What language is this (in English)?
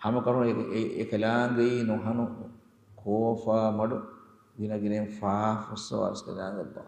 Divehi